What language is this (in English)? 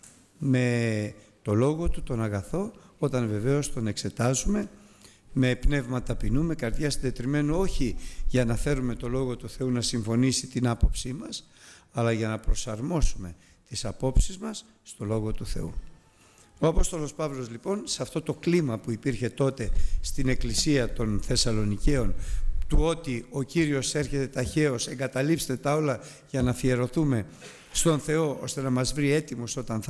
Greek